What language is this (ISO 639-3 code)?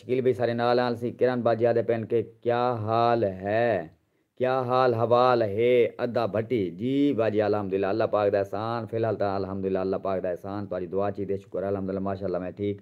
skr